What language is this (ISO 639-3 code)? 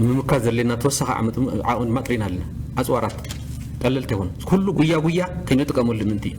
tir